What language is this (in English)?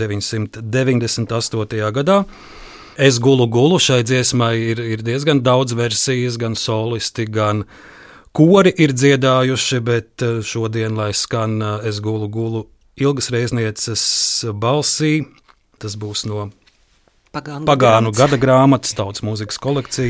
Latvian